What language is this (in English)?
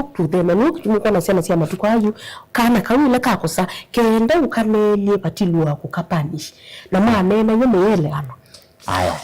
Kamba